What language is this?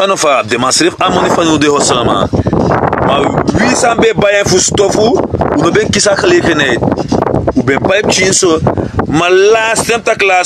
Sranan Tongo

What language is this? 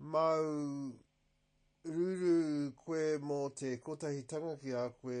Māori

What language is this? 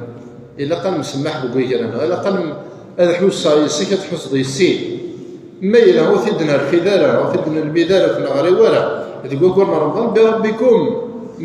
Kabyle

